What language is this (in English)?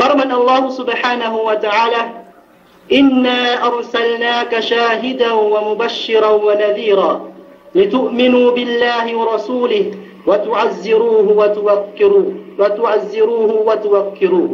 Yakan